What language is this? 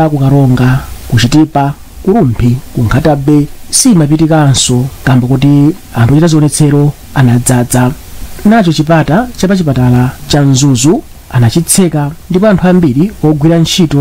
Nyanja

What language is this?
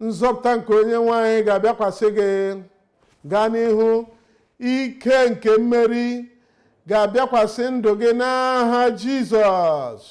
Igbo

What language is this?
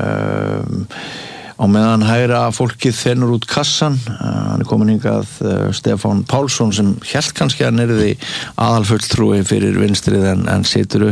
Icelandic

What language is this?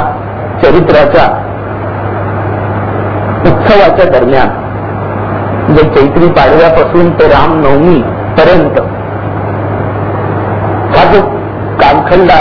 Marathi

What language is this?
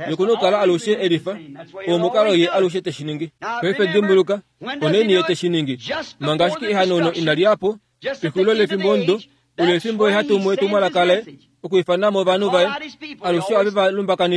Kuanyama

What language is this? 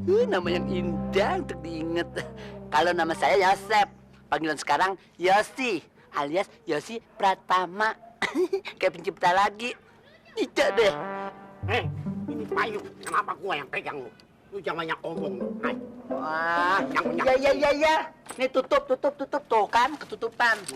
Betawi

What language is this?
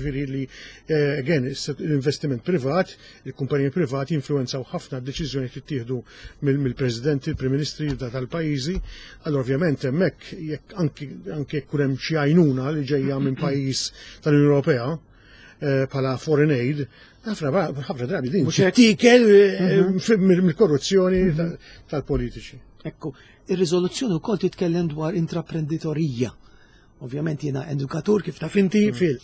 Maltese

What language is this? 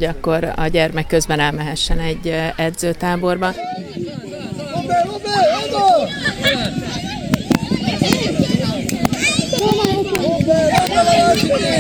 Hungarian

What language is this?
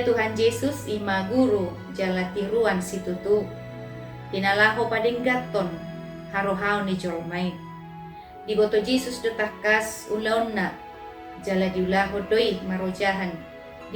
Batak Toba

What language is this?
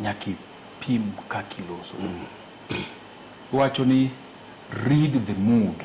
Luo (Kenya and Tanzania)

